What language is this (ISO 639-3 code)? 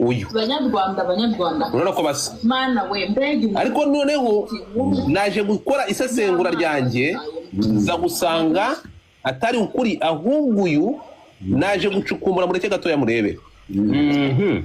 kin